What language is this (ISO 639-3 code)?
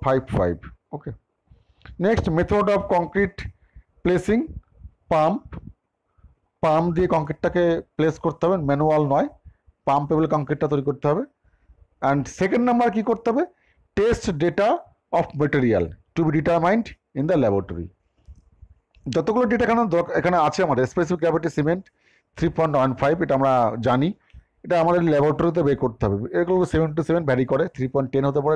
ben